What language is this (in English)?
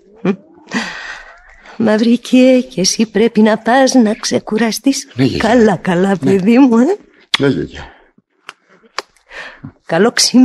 Greek